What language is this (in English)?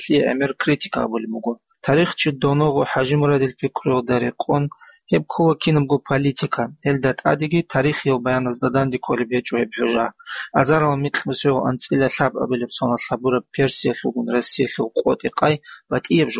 Avaric